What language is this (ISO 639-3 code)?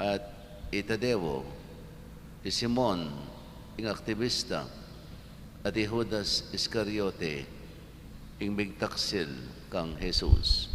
pam